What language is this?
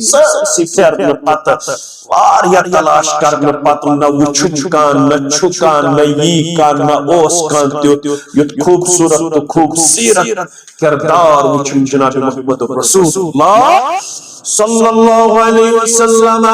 Kashmiri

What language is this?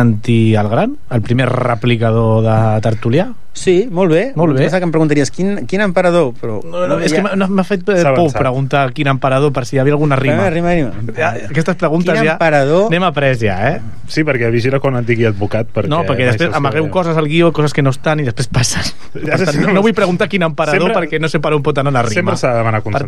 Catalan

